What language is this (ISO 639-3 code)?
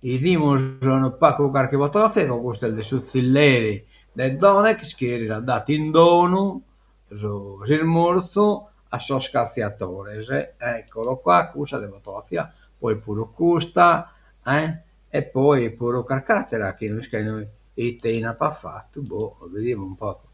srd